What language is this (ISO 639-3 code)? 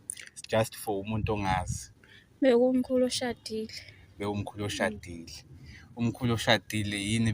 zul